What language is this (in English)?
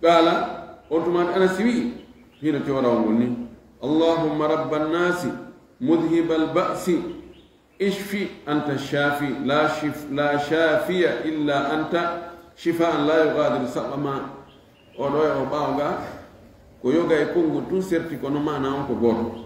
Fula